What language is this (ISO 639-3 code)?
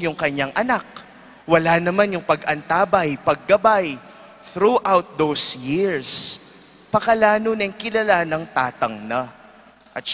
pam